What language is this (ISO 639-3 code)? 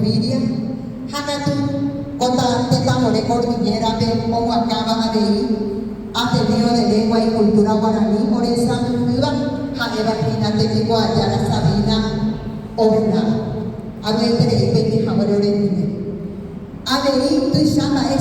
grn